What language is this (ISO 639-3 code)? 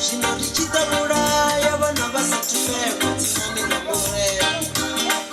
ven